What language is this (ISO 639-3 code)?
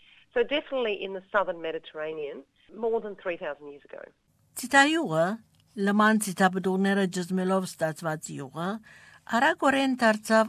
hye